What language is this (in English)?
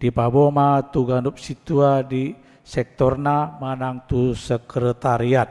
Batak Toba